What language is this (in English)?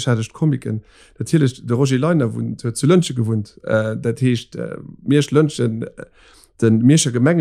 Luxembourgish